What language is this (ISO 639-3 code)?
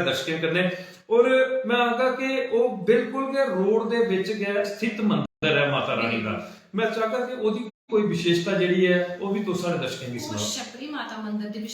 doi